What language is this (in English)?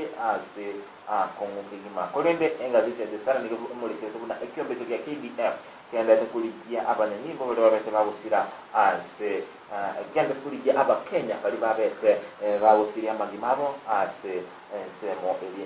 Gusii